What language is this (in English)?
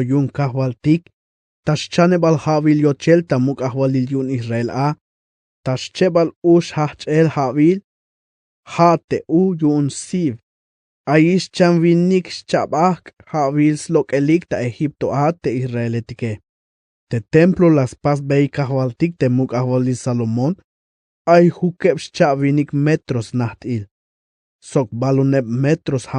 Tzeltal